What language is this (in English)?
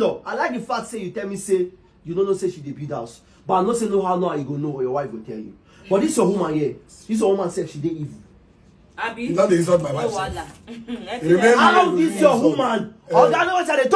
Nigerian Pidgin